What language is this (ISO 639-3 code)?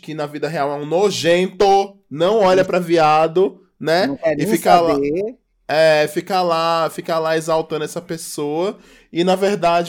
por